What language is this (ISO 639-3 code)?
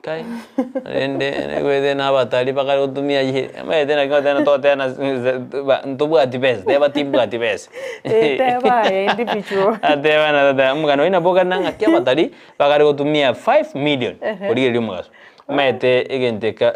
guz